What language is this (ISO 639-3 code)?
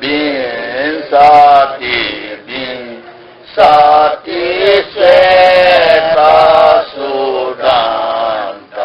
new